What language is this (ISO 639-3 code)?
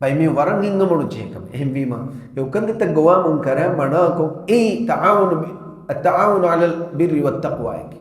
div